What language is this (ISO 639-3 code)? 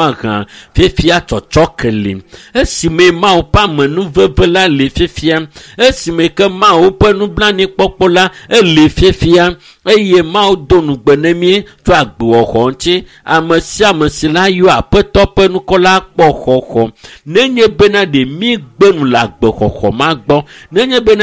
ewe